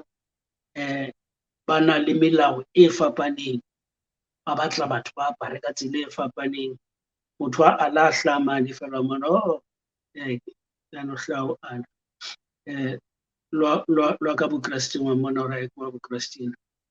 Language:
Southern Sotho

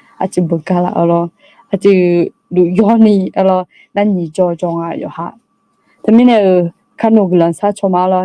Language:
Akha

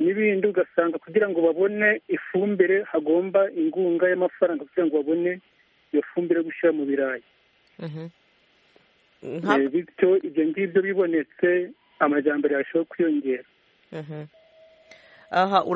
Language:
Kinyarwanda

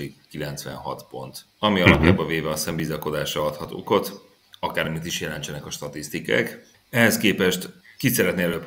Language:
Hungarian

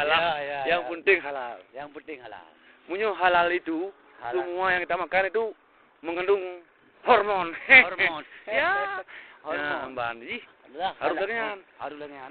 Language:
Achinese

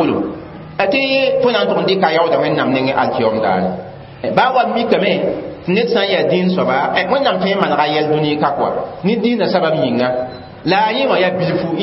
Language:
Mossi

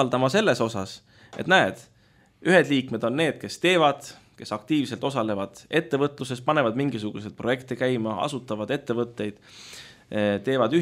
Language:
Estonian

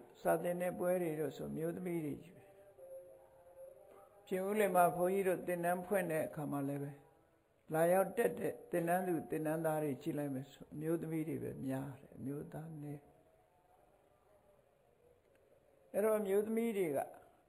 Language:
Burmese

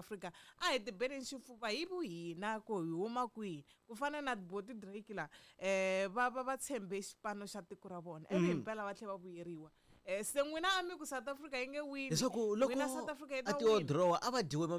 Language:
Tsonga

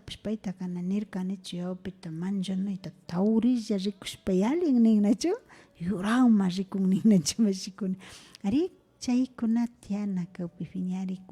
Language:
Imbabura Highland Quichua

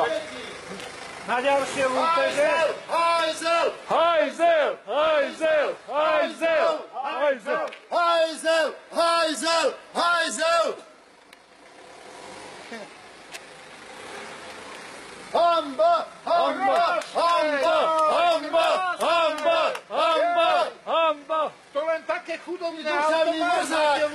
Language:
Slovak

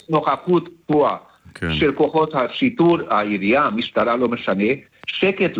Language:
Hebrew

